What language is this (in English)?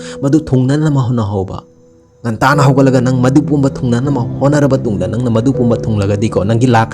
Manipuri